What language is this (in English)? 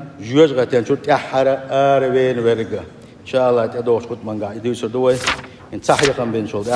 Chechen